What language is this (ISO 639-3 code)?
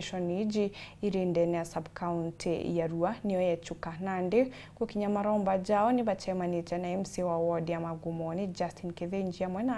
mer